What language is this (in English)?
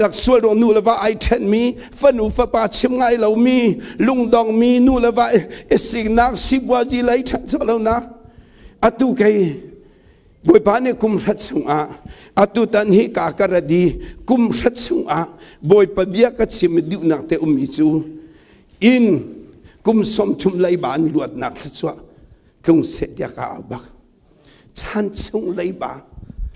Hakha Chin